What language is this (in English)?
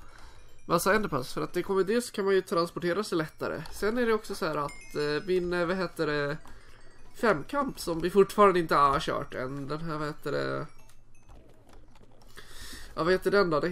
Swedish